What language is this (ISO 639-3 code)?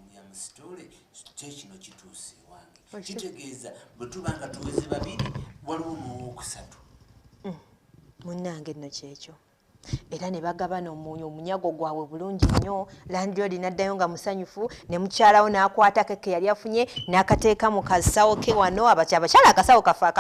lug